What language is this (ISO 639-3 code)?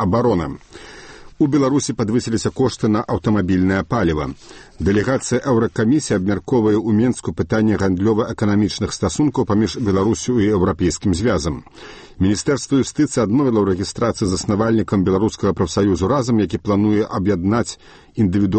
bel